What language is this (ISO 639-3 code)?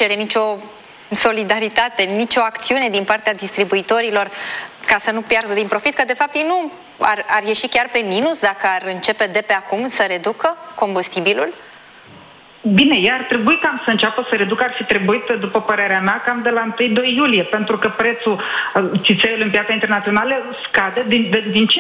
ron